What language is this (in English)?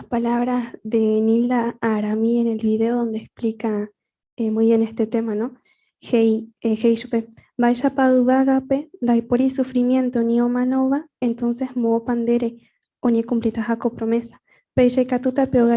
Guarani